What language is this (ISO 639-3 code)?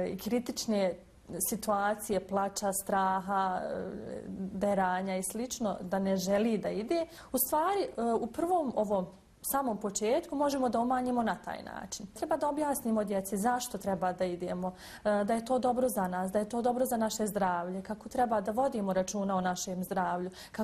bos